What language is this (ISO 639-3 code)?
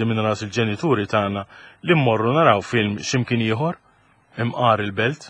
mlt